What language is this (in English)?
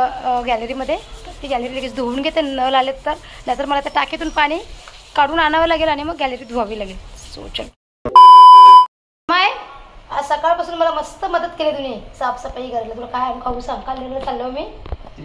Marathi